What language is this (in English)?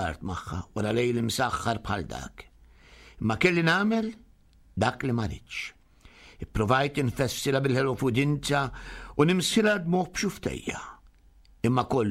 Maltese